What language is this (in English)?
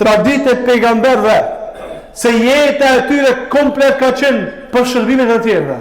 Albanian